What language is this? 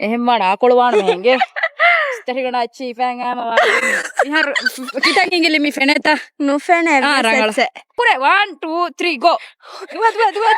Divehi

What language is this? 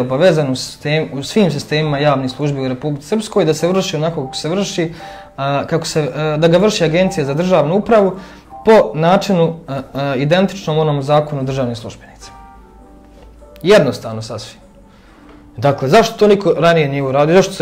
Serbian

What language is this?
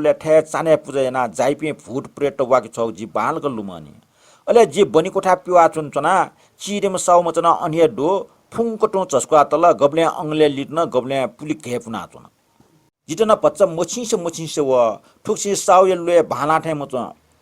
Newari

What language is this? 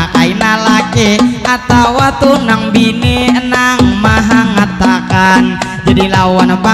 Banjar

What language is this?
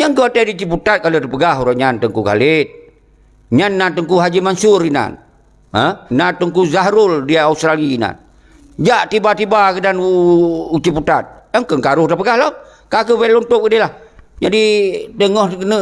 Achinese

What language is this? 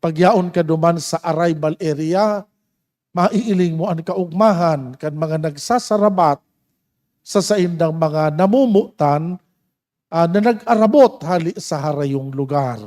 Bikol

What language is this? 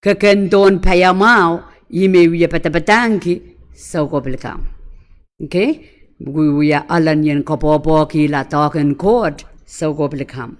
Pohnpeian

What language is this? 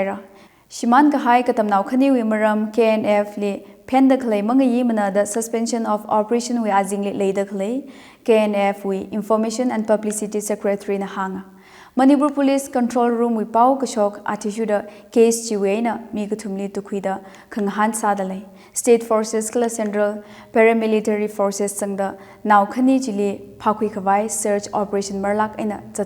Tangkhul Naga (India)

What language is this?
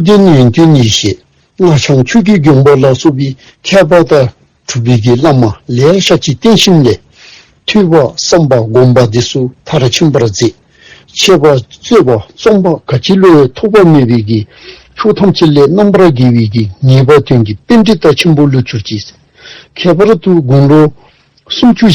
Dzongkha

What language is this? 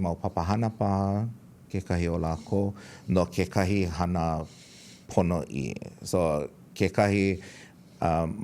Hawaiian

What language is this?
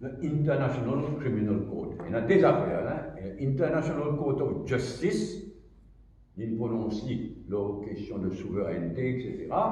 Morisyen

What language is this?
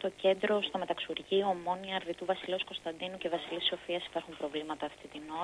Greek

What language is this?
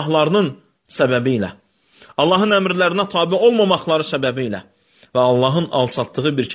Azerbaijani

